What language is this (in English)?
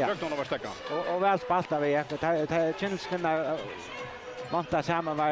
Faroese